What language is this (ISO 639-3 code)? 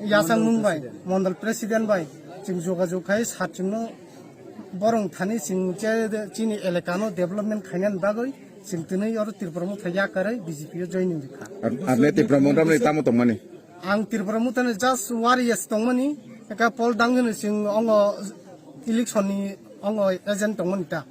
trp